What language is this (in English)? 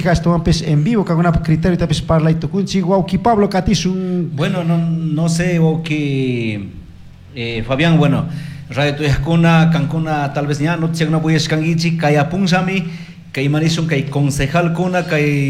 Chimborazo Highland Quichua